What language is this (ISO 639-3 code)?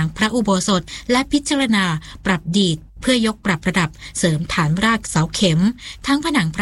tha